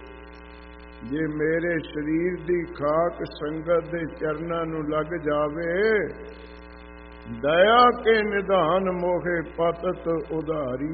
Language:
Punjabi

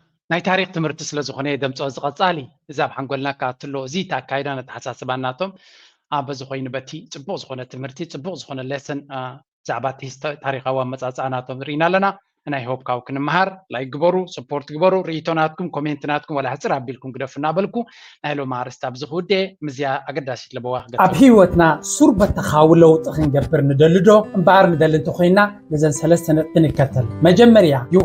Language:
Tigrinya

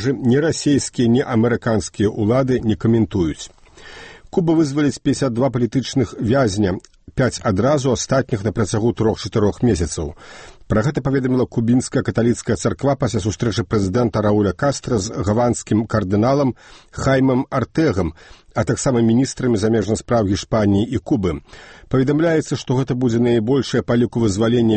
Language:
Belarusian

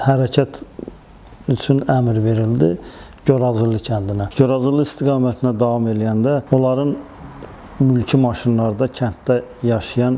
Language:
Azerbaijani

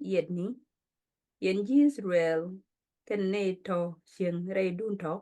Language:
Nuer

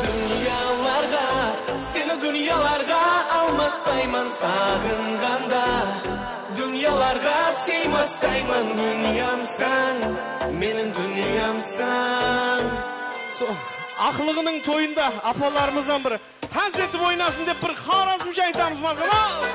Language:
Kara-Kalpak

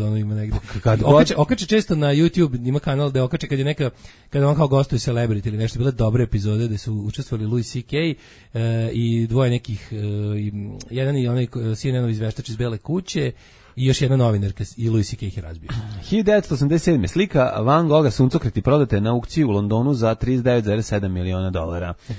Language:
Serbian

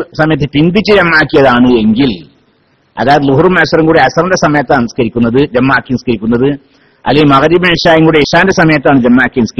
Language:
Malayalam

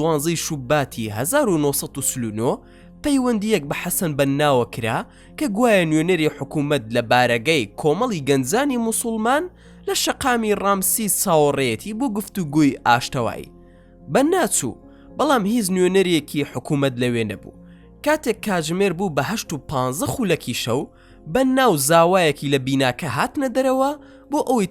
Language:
Central Kurdish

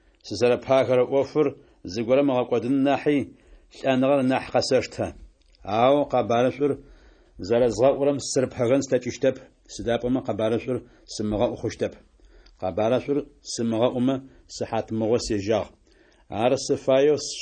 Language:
Adyghe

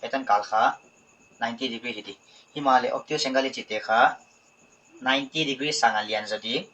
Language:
Paite Chin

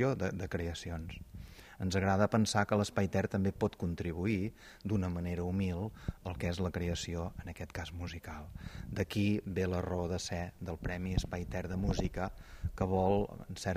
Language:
Catalan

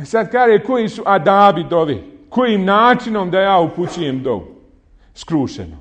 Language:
Bosnian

